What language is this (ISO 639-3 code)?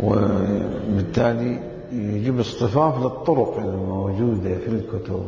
acm